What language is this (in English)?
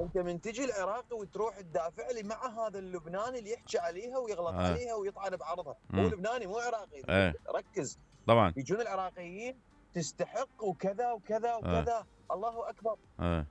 Mesopotamian Arabic